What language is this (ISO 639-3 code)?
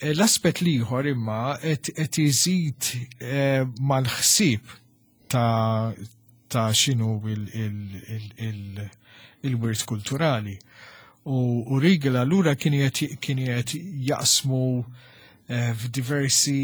mlt